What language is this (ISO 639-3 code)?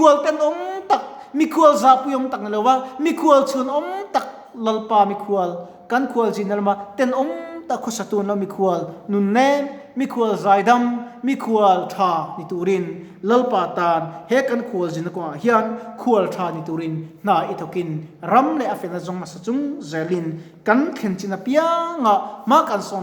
lus